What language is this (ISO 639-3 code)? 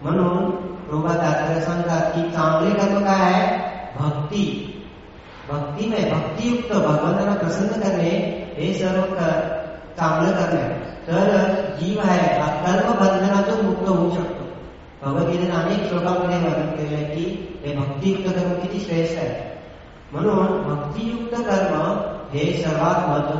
mar